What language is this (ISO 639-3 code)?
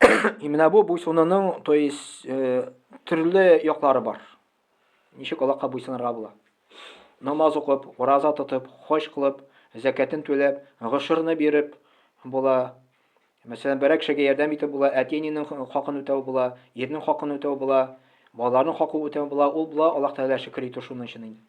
tat